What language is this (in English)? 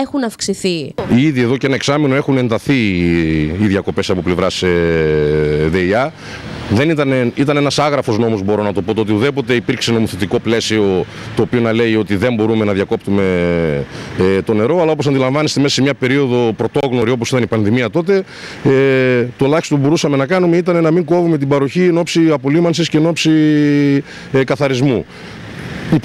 Greek